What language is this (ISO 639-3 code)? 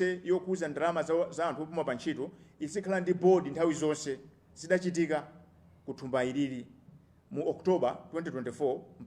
nya